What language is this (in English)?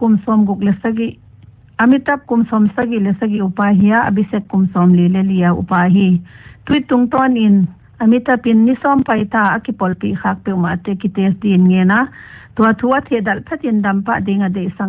Paite Chin